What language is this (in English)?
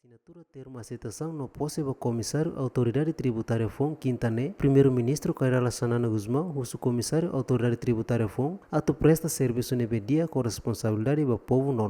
Tetum